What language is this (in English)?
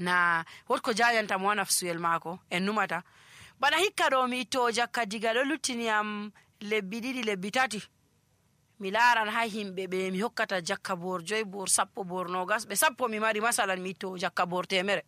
Nigerian Fulfulde